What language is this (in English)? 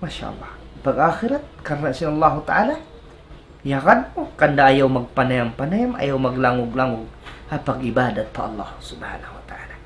Tausug